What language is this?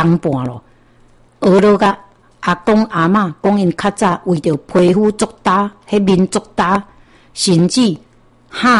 Min Nan Chinese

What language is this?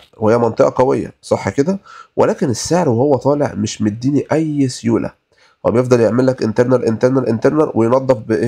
Egyptian Arabic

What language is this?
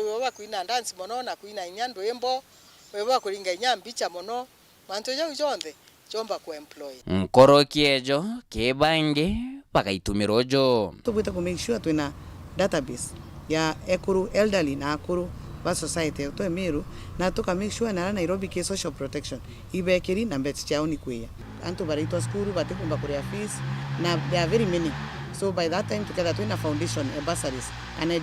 Meru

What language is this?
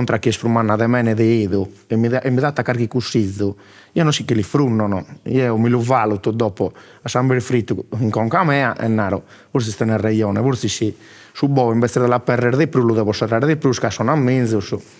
Sardinian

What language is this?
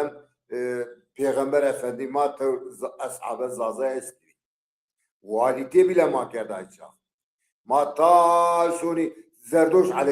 Zaza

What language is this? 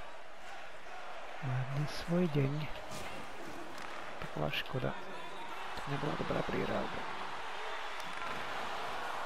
Slovak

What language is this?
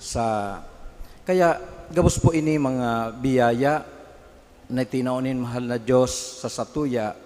Bikol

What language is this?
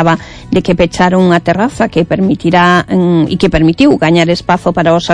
Galician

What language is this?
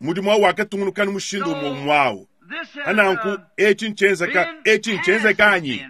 Luba-Lulua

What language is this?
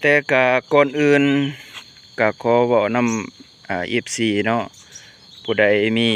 Lao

